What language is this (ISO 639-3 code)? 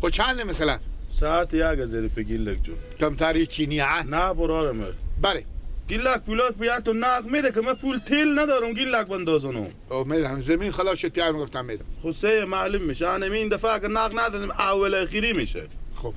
fas